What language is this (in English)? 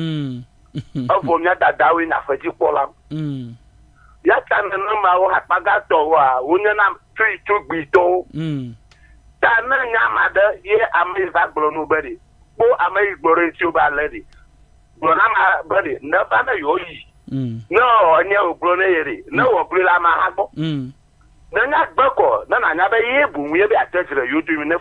Ewe